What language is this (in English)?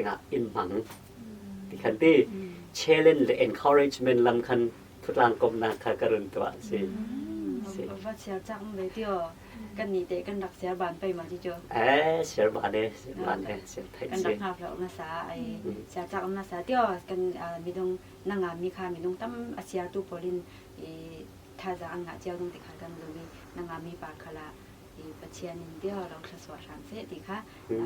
Falam Chin